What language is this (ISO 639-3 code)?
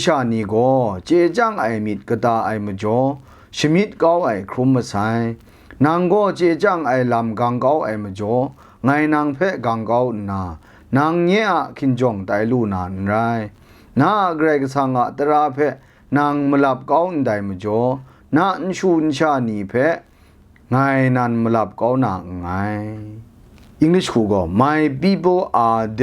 kac